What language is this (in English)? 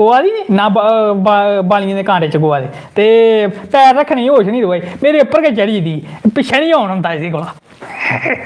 Dogri